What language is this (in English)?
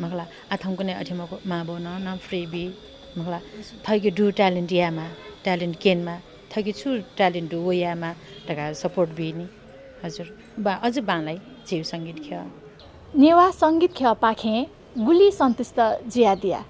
Newari